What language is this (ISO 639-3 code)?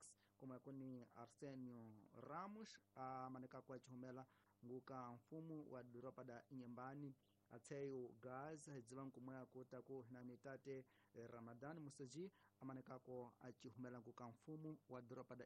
tso